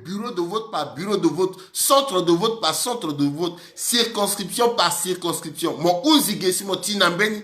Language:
Sango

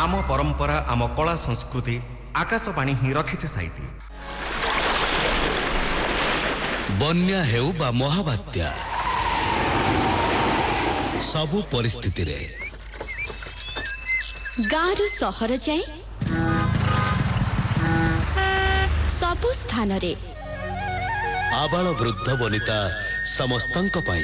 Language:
Odia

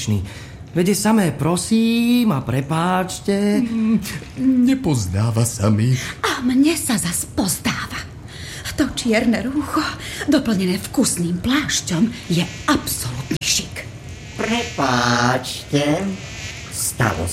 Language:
Slovak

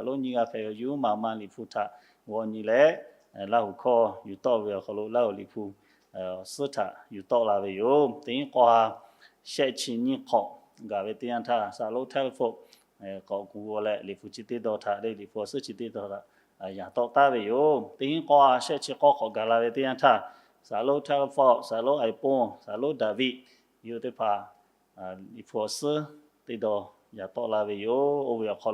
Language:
Lahu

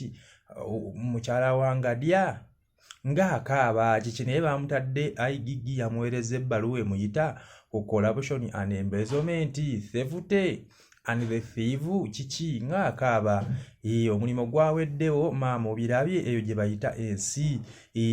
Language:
Ganda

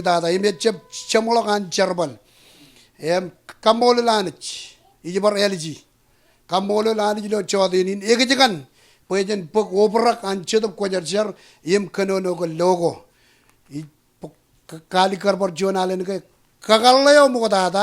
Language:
Marshallese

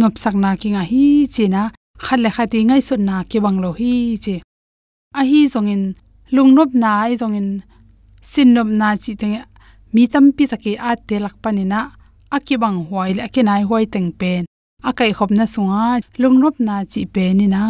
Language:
Tedim Chin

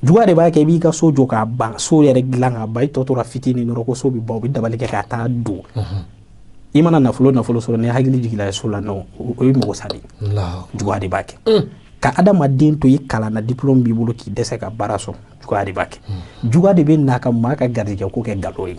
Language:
Bambara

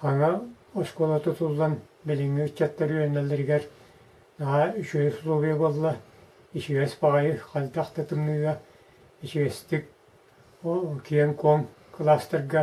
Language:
Yakut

